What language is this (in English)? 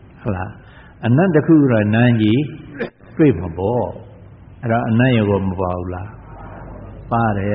Burmese